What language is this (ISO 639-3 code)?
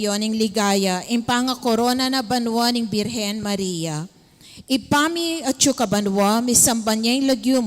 pam